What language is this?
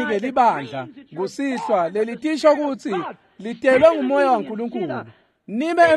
Swati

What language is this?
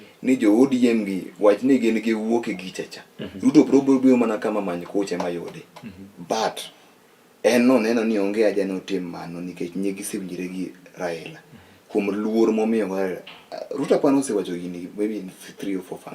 Luo (Kenya and Tanzania)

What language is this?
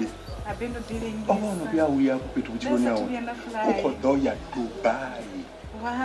Venda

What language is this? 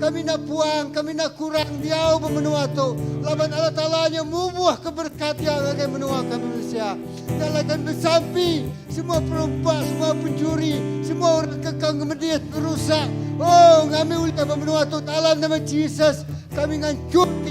Iban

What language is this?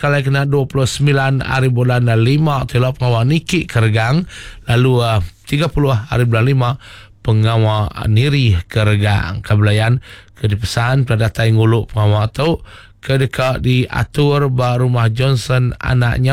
Iban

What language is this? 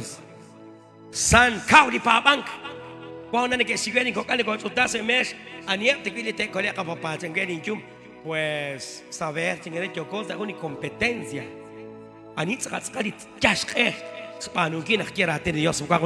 Kekchí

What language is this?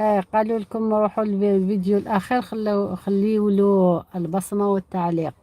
Algerian Arabic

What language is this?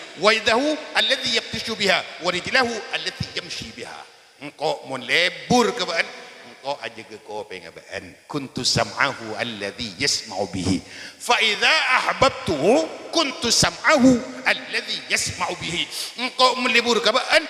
Madurese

